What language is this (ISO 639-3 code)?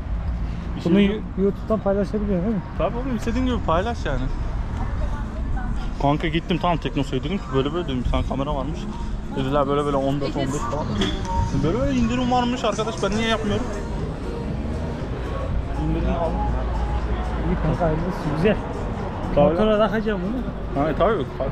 tur